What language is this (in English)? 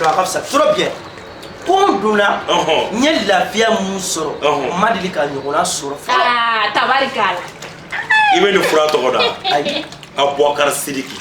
Bambara